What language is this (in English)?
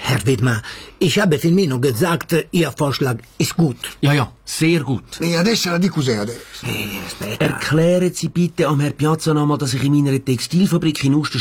German